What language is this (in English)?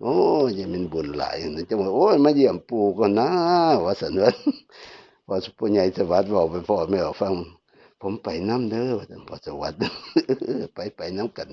Northeastern Thai